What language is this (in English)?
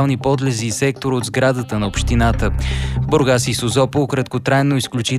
Bulgarian